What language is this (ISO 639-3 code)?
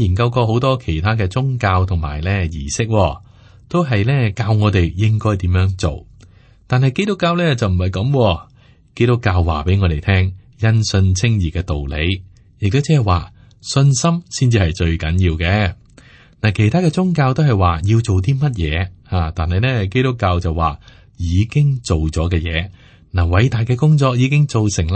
yue